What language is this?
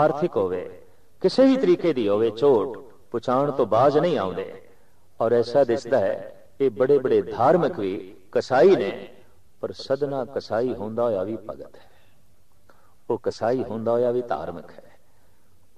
Punjabi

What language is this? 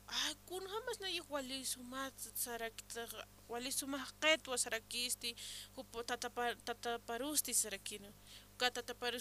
Aymara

